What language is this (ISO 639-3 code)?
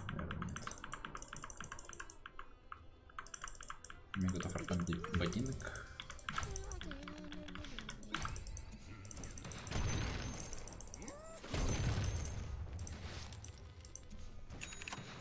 rus